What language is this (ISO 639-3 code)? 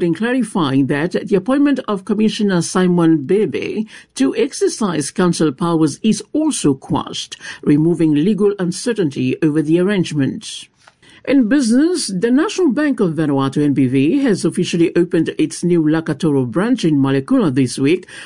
eng